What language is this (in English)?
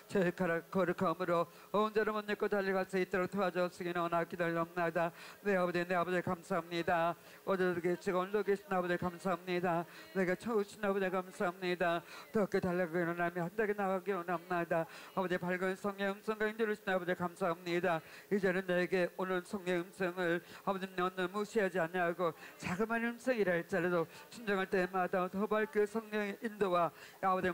Korean